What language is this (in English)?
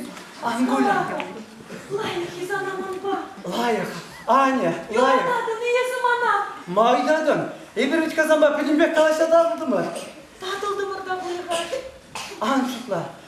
Chuvash